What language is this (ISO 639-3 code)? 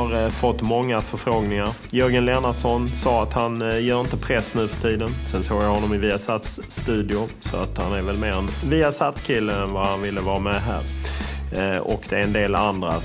swe